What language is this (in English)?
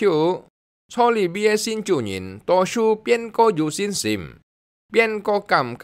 Hakka Chinese